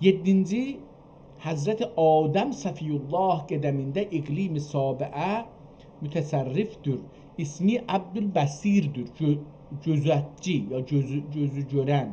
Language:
South Azerbaijani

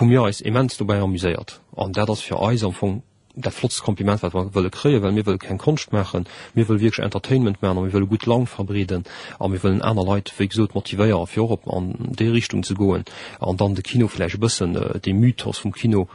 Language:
Luxembourgish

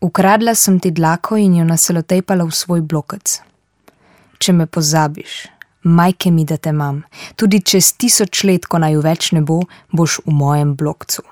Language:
Slovenian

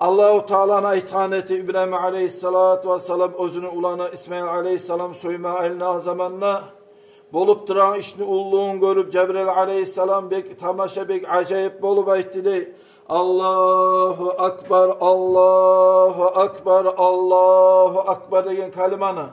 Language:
Kumyk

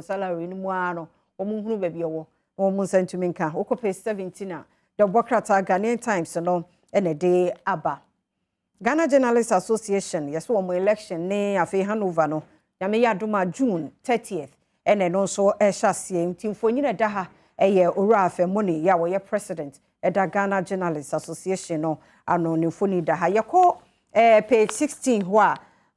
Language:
Akan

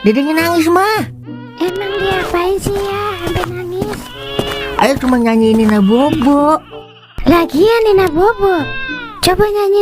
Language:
Betawi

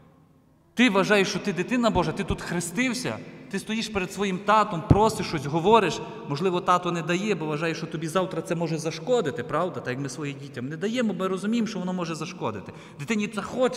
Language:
Ukrainian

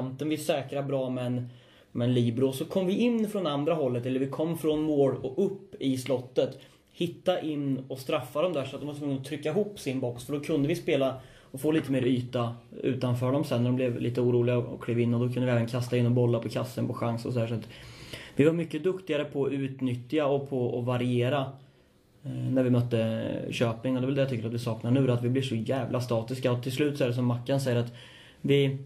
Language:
Swedish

